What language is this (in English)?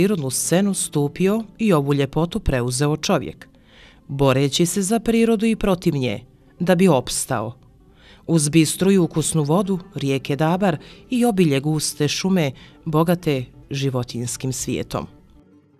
Bosnian